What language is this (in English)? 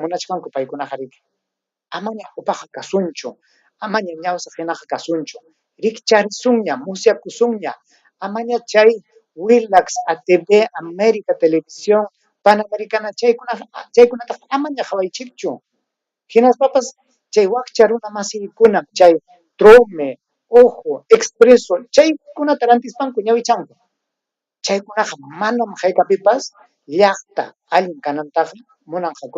Ayacucho Quechua